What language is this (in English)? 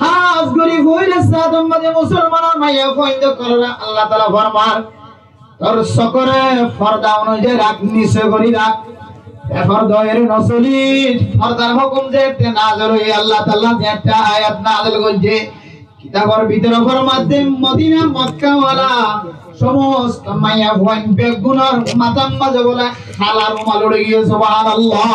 Rohingya